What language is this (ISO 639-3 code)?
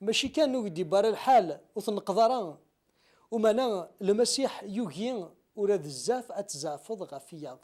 kab